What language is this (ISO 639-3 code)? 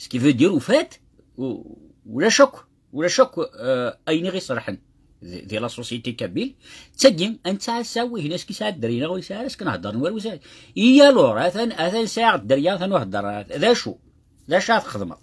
kab